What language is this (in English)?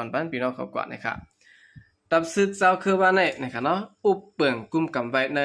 Shan